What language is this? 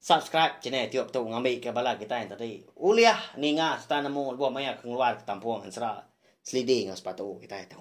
Iban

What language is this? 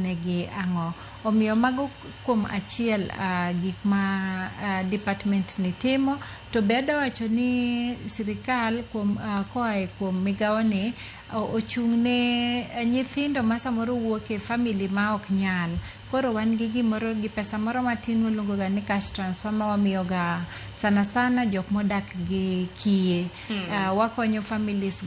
Luo (Kenya and Tanzania)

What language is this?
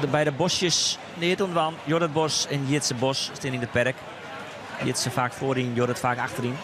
Western Frisian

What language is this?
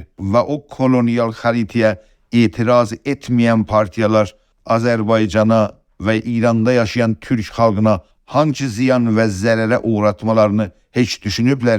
South Azerbaijani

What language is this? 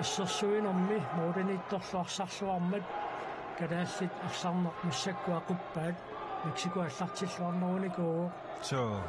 Kalaallisut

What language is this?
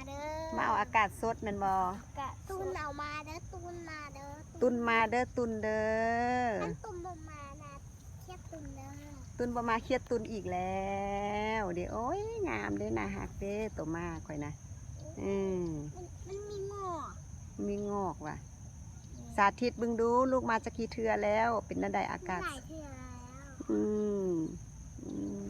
Lao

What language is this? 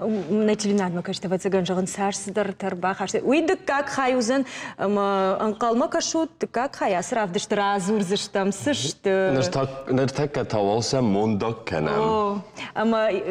Ossetic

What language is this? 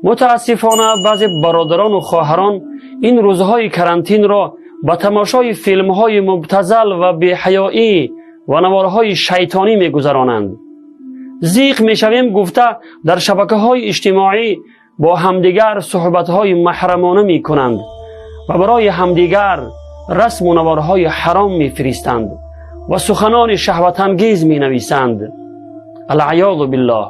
Tajik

